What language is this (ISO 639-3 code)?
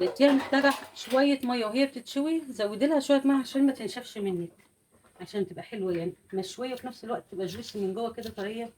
arz